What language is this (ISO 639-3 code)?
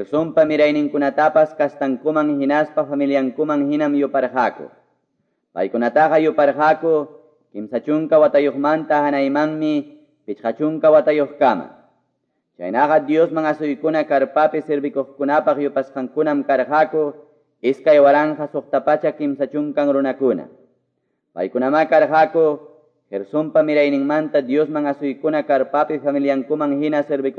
que